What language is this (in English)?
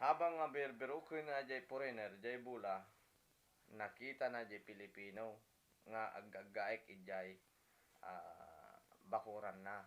Iloko